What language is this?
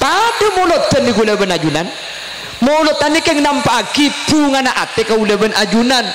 Madurese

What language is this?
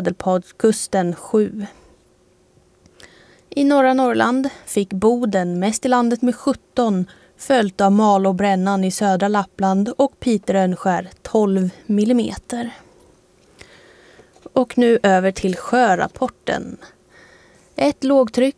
Swedish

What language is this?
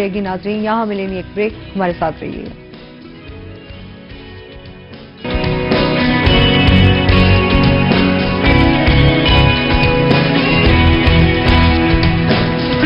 Urdu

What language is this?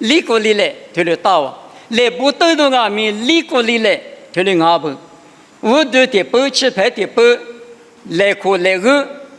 Lisu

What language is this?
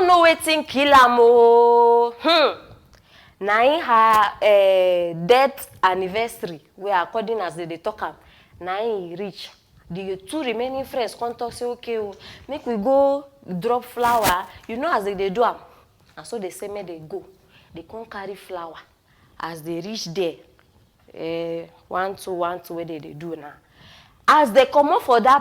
Nigerian Pidgin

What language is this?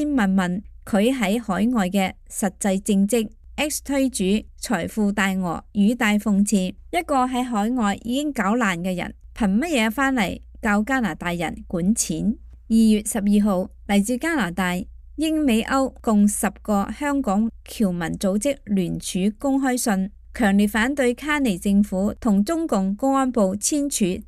Cantonese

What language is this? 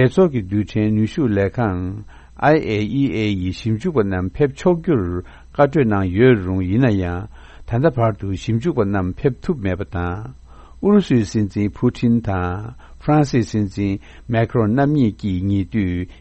Tibetan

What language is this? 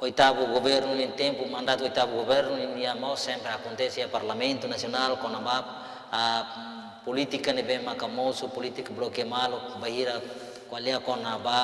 Tetum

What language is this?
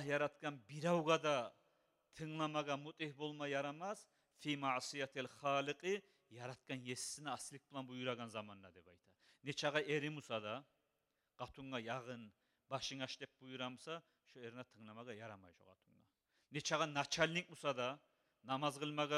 Kumyk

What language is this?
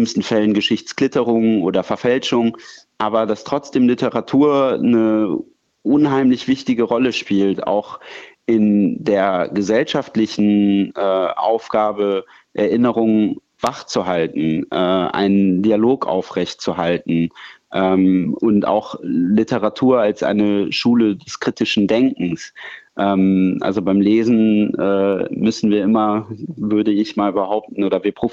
German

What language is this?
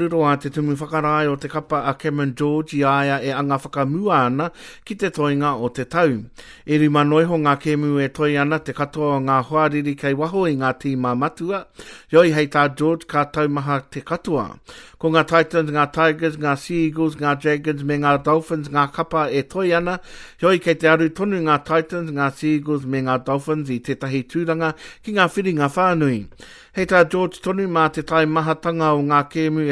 Māori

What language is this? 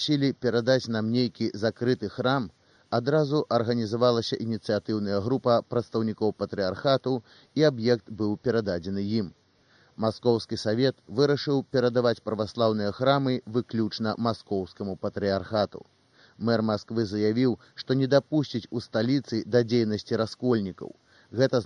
Belarusian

